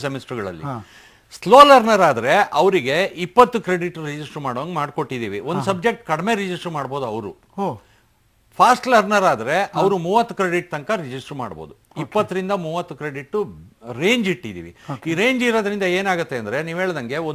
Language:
Kannada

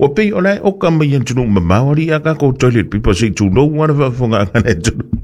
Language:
Samoan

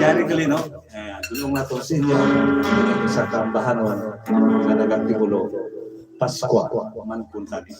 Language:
Hiligaynon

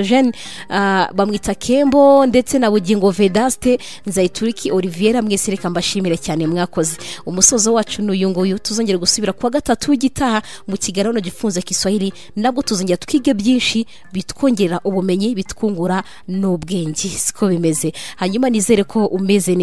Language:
Kinyarwanda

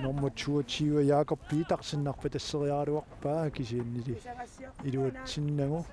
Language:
Kalaallisut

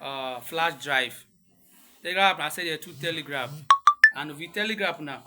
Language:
Urhobo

